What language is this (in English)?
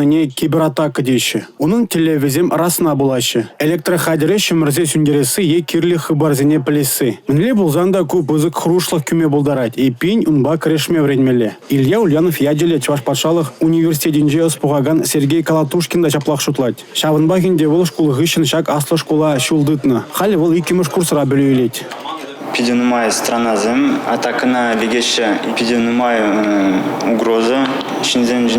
Chuvash